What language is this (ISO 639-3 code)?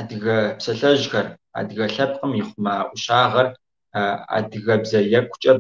kbd